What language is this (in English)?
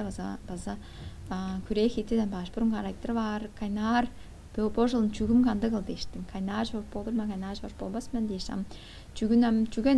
Tuvinian